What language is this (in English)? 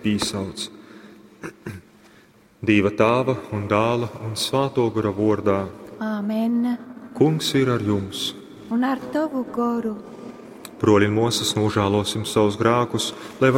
Latgalian